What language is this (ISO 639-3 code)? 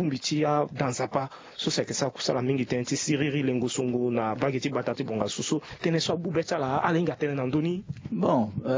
sag